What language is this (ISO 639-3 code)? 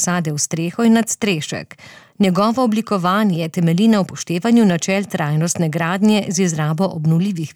slv